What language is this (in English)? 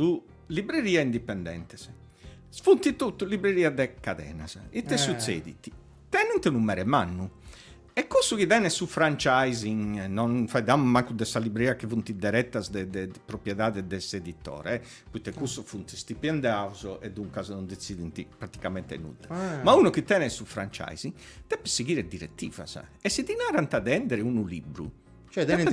Sardinian